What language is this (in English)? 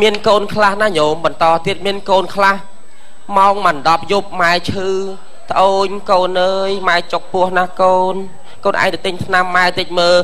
Khmer